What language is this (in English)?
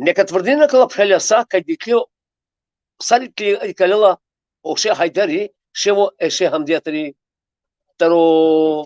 Balkan Romani